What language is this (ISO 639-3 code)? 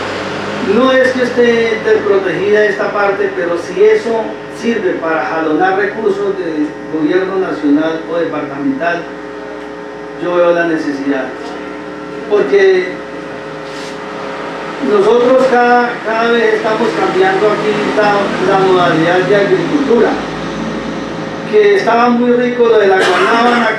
spa